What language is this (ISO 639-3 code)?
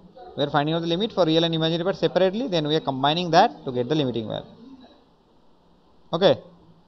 eng